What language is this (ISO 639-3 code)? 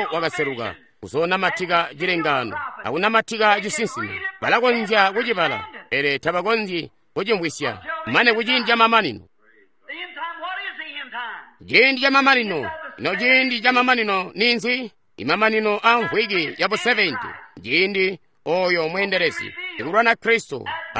toi